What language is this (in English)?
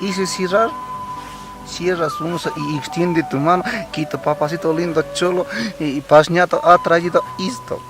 Quechua